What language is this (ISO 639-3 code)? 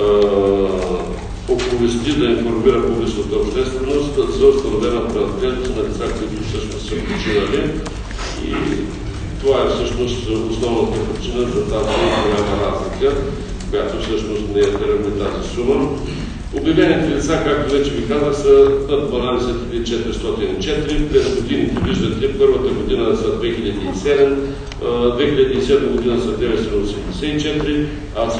bul